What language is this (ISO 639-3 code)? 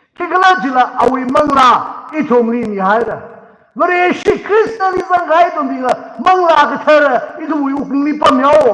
nmf